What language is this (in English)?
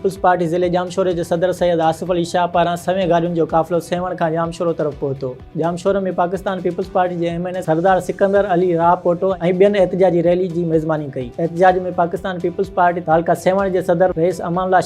Sindhi